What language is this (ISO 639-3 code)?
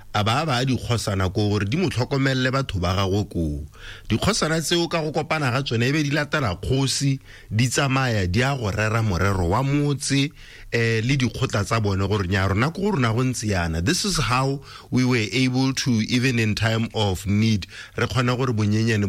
tsn